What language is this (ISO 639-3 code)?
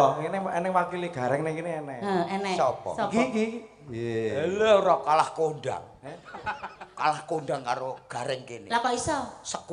jav